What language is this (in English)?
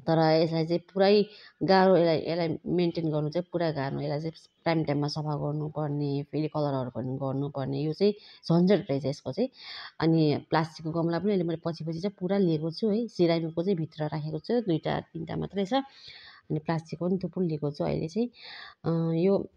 Nepali